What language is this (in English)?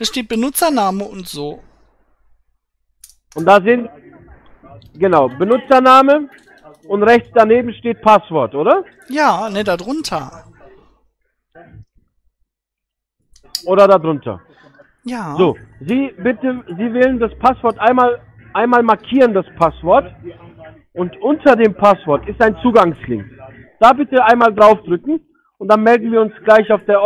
German